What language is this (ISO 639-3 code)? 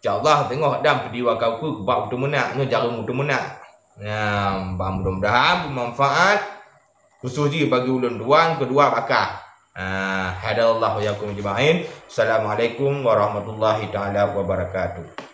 ace